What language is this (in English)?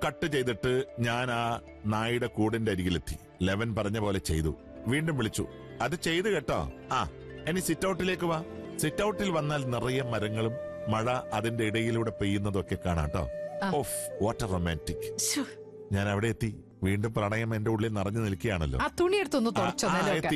Malayalam